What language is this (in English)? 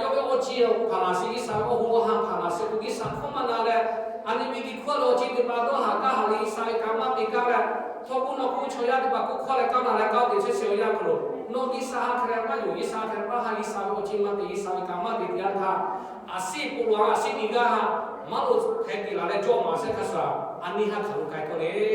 Lahu